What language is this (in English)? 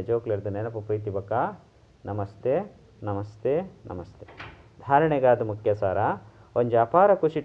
Tulu